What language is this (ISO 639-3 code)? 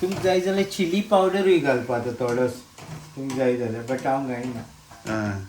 kok